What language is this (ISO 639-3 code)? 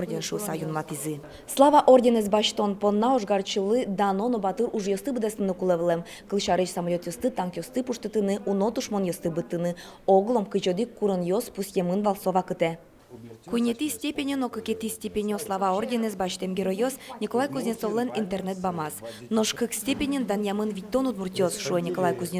udm